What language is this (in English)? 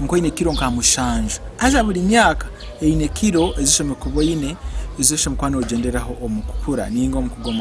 Nyankole